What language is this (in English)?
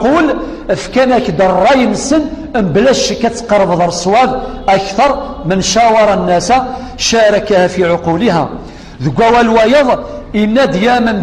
Kabyle